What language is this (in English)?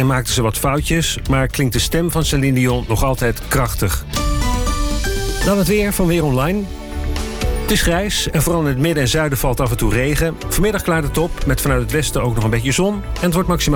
Dutch